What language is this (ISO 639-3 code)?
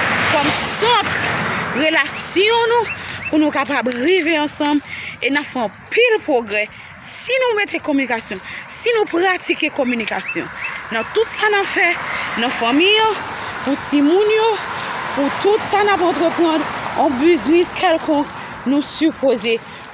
hat